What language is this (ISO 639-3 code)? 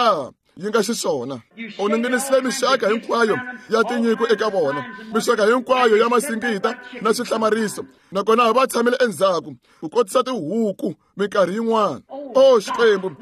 tso